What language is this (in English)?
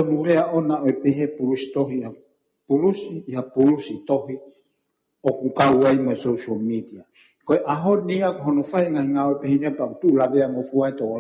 Tongan